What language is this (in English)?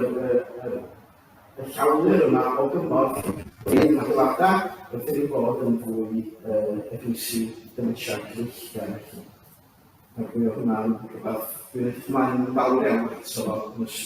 Welsh